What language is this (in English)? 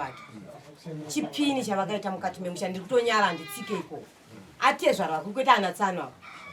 Shona